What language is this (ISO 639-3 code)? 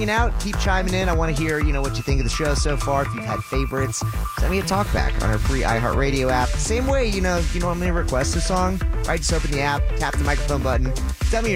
eng